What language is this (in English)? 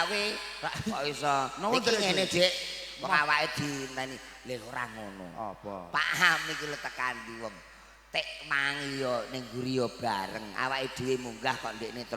Javanese